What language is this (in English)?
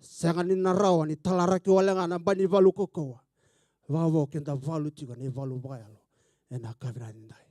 Fijian